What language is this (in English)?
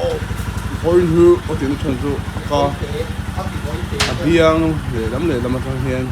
Mizo